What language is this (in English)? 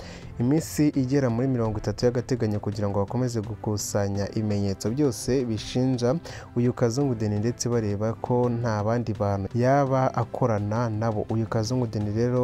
Kinyarwanda